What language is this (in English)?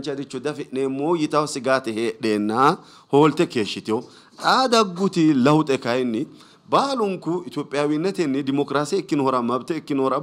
Sidamo